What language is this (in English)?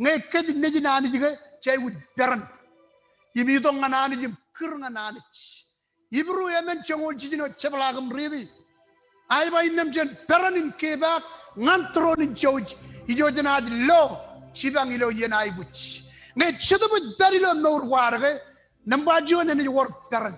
Marshallese